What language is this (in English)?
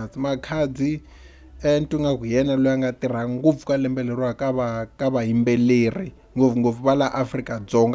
Tsonga